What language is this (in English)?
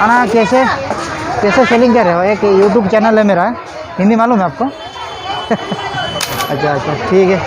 Santali